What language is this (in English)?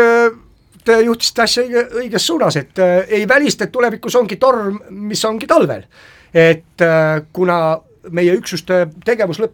Estonian